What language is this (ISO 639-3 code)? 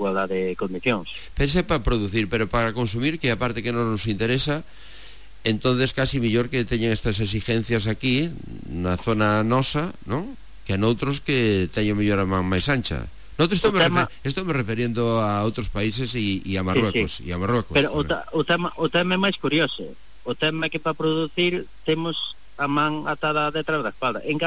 glg